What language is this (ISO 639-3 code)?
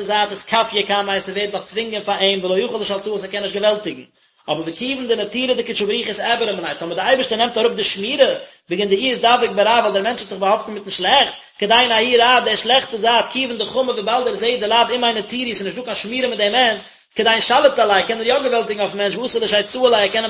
yid